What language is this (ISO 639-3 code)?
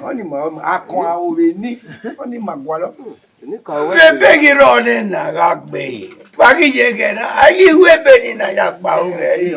bin